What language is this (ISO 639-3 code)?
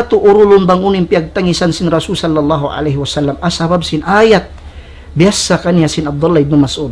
tsg